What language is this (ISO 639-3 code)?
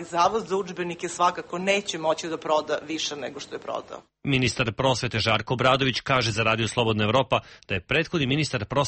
srp